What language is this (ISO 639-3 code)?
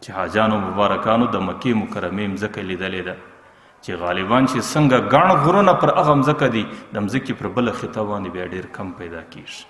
pus